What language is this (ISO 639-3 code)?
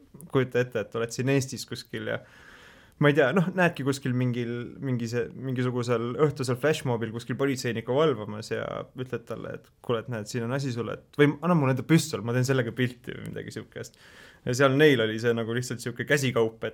est